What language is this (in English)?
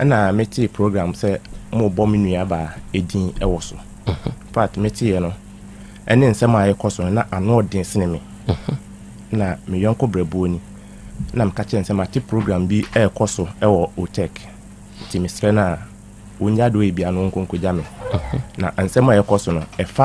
Akan